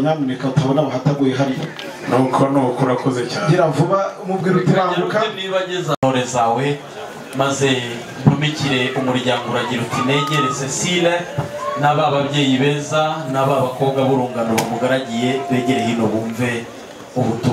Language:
Kinyarwanda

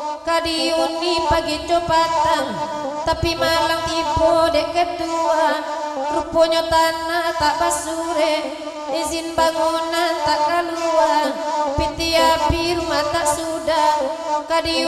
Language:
Minangkabau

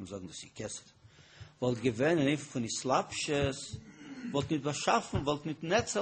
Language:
Yiddish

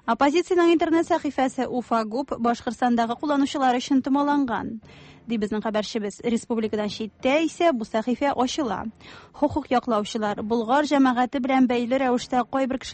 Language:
Tatar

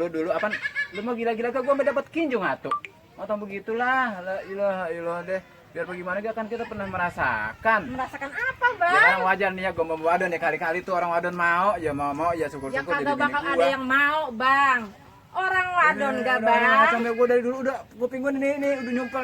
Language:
Betawi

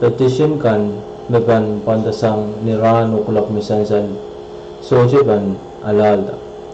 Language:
Pohnpeian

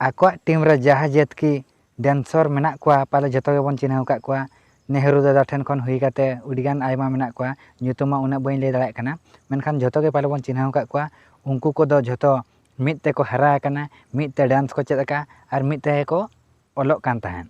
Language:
Santali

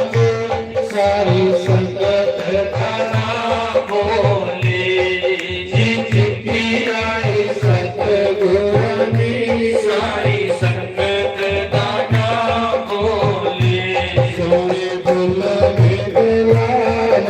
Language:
Dogri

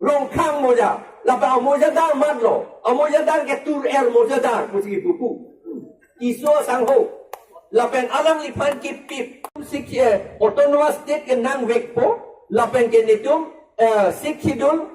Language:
Karbi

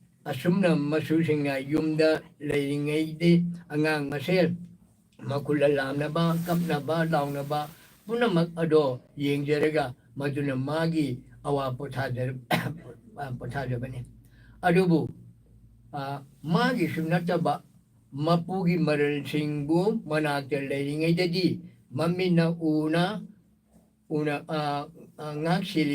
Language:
Manipuri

